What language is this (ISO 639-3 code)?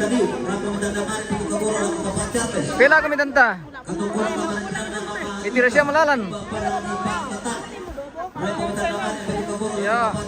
sda